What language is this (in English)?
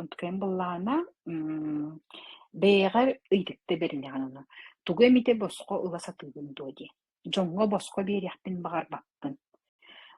Yakut